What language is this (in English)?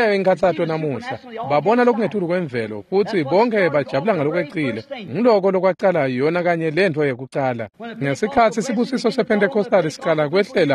Swati